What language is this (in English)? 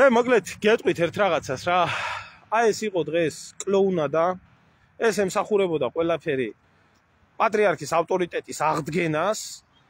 Georgian